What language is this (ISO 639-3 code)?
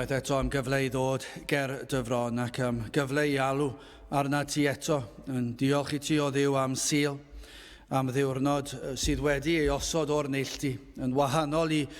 cym